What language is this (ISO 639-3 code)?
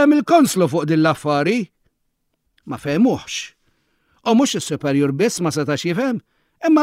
mlt